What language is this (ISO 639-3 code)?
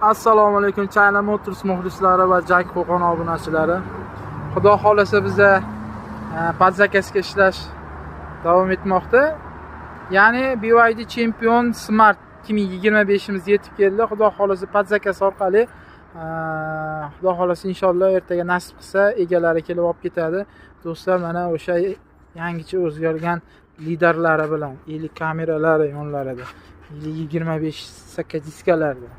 uzb